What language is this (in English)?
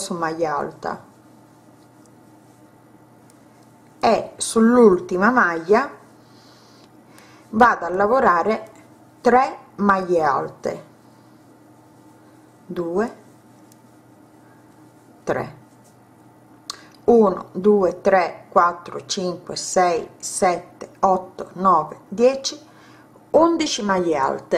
Italian